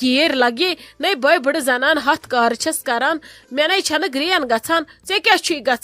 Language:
Kashmiri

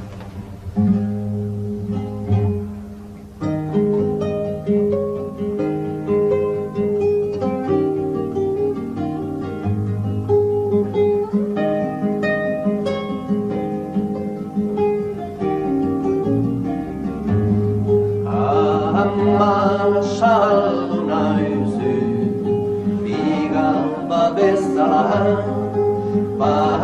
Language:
Basque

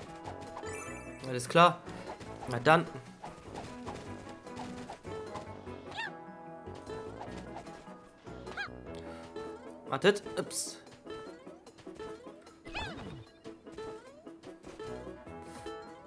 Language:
German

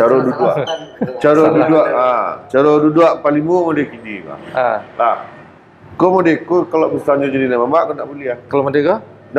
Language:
Minangkabau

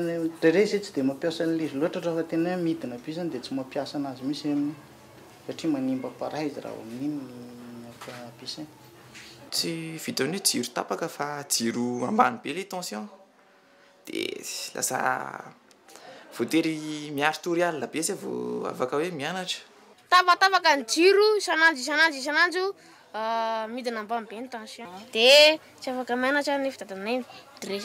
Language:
Malagasy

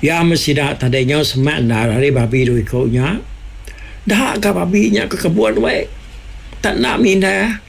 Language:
Iban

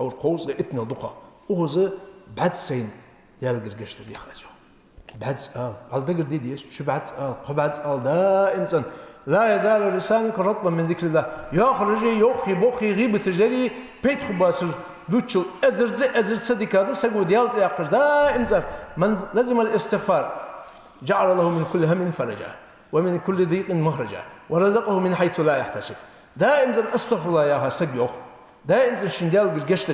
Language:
Ingush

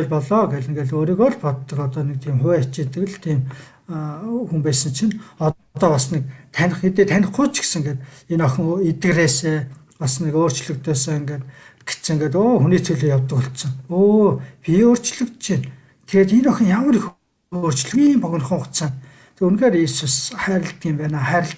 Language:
Mongolian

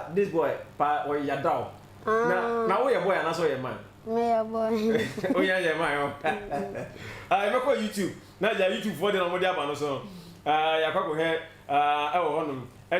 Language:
Akan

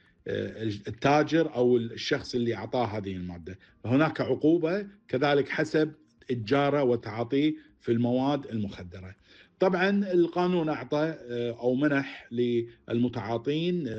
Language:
Gulf Arabic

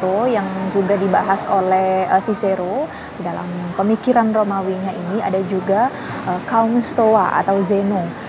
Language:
Indonesian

